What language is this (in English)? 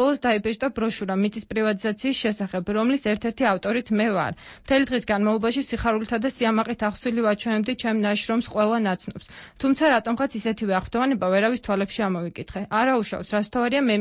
Georgian